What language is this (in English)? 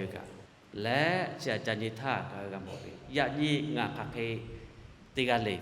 Lahu